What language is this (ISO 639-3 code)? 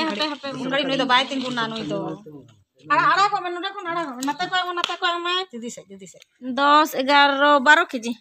sat